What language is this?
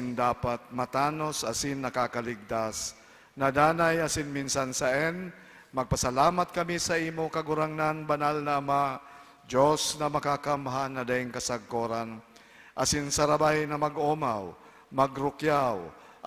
Bikol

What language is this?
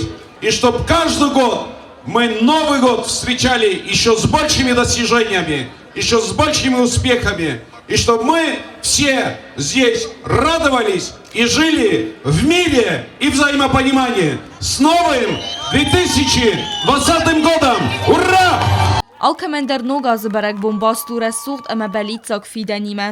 Ossetic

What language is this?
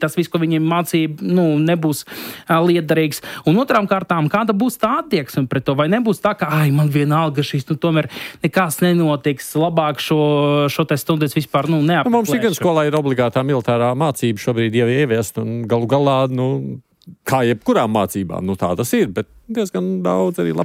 Latvian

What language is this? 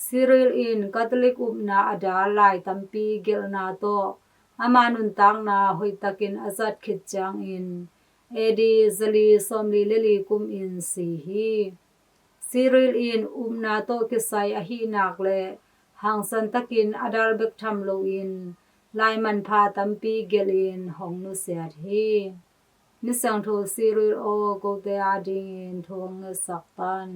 Tedim Chin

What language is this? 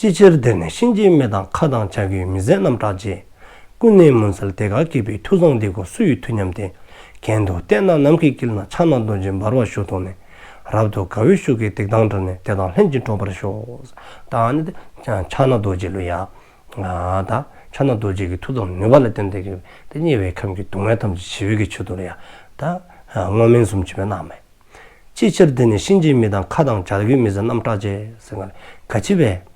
Dzongkha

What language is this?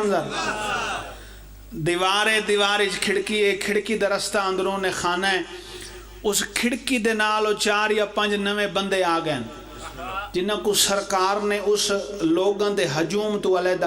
Pahari-Potwari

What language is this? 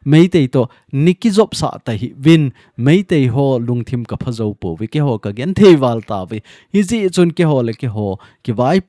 Thado Chin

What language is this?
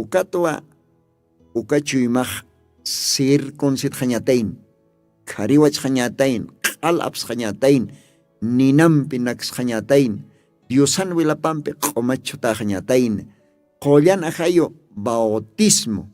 Aymara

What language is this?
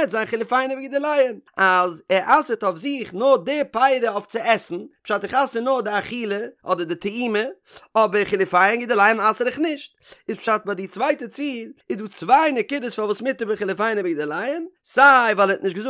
Yiddish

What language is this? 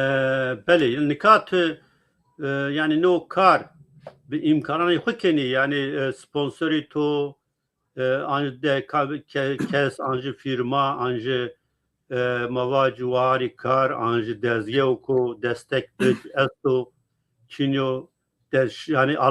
Zaza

